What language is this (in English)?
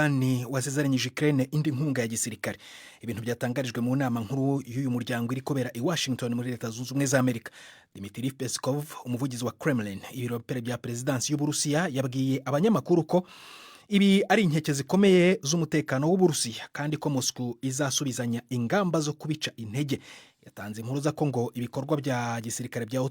Kinyarwanda